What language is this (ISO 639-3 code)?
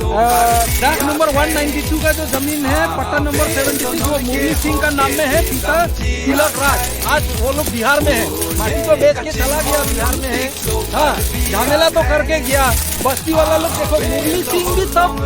mjw